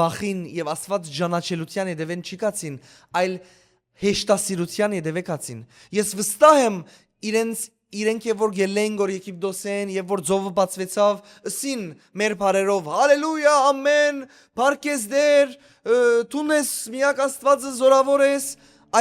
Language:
Western Armenian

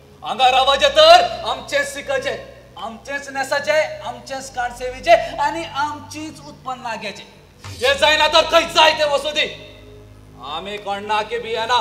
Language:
Konkani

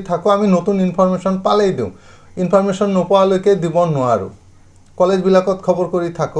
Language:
Assamese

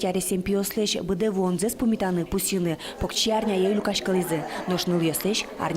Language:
Udmurt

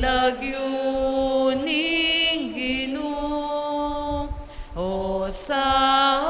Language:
Pampanga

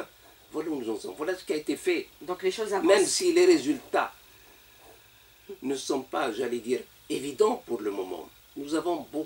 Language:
French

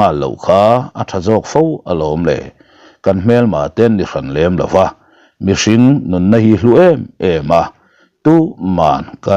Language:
Mizo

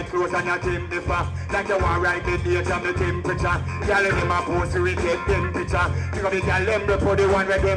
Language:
Jamaican Creole English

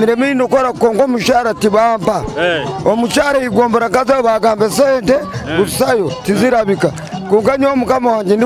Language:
Nyoro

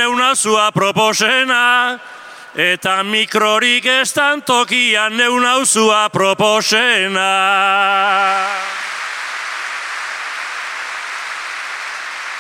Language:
Basque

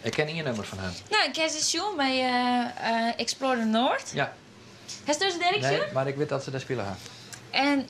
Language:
Western Frisian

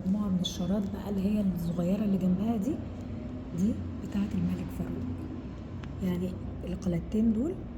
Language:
Egyptian Arabic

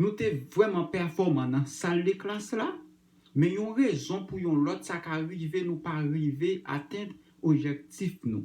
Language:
Haitian Creole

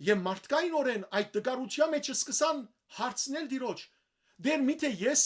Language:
Western Armenian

